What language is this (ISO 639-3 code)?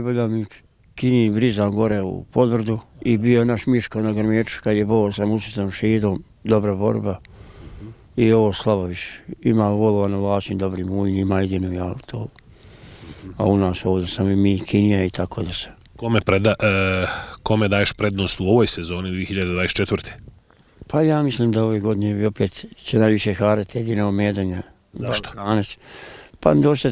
bos